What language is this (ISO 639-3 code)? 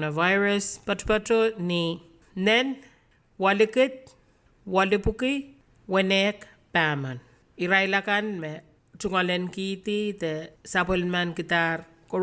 pon